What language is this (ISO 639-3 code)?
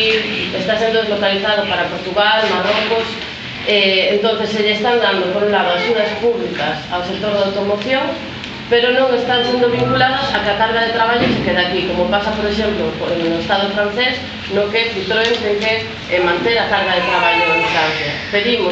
glg